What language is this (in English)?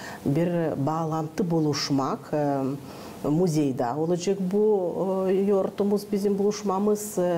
Gagauz